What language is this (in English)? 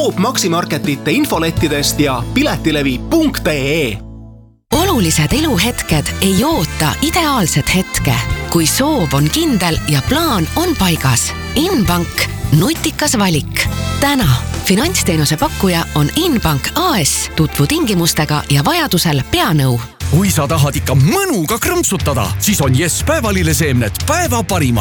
Estonian